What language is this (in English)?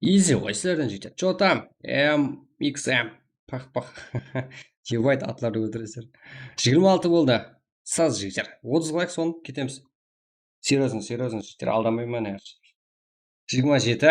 Kara-Kalpak